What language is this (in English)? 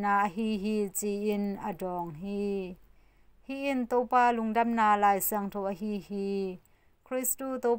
Tedim Chin